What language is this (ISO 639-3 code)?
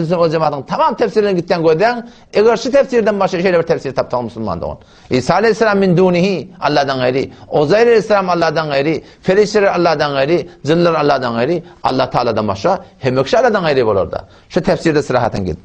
tuk